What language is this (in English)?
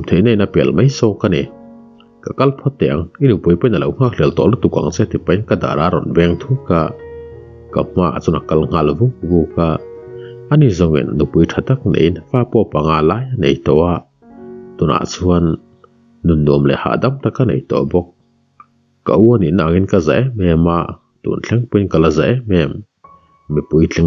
Mizo